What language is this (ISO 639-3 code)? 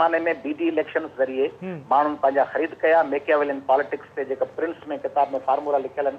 snd